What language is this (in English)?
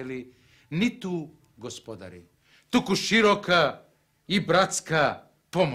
Macedonian